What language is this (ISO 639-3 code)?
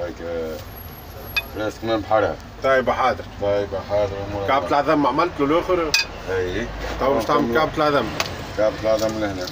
aeb